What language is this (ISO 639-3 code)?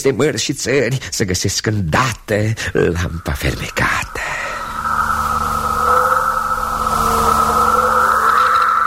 ron